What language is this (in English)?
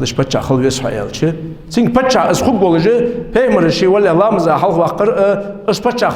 Ingush